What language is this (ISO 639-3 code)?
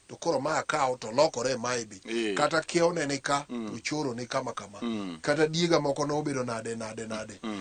luo